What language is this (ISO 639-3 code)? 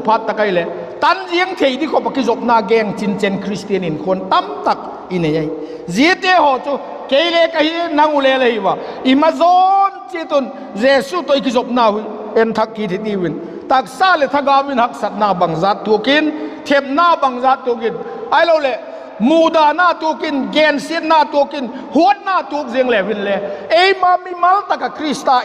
vap